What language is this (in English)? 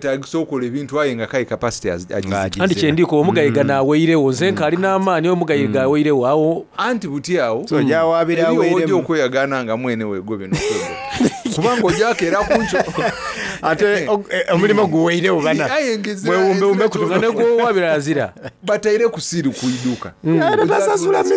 Soga